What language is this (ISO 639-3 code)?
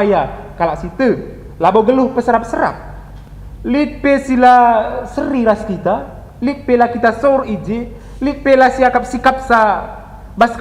btx